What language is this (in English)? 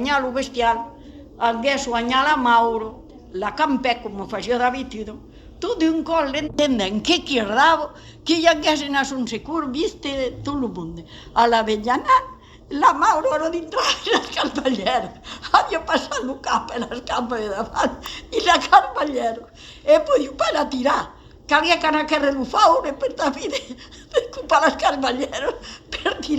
Occitan